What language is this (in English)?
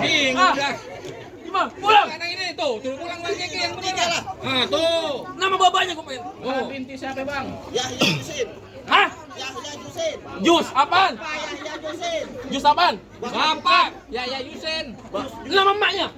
Betawi